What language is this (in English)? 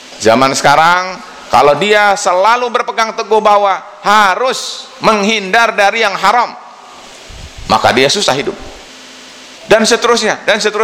Indonesian